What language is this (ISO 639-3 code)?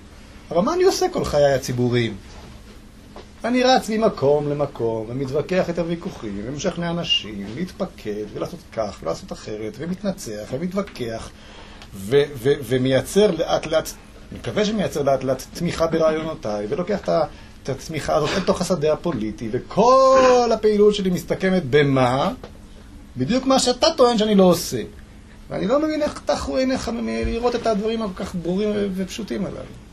heb